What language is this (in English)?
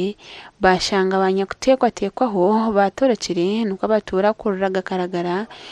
Nyankole